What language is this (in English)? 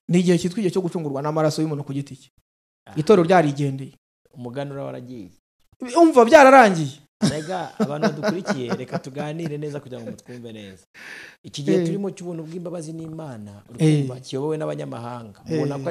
Kinyarwanda